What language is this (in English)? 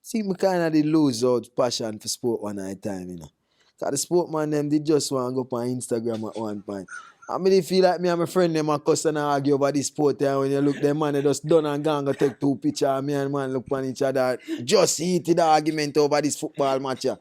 Jamaican Creole English